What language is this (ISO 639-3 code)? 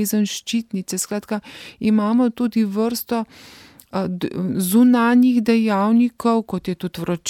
slv